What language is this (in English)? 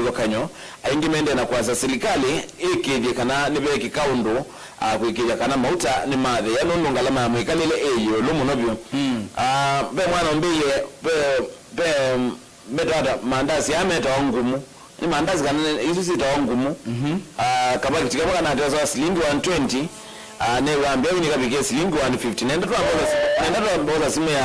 Kamba